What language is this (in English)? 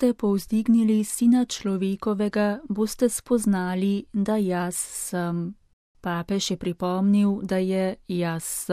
Slovenian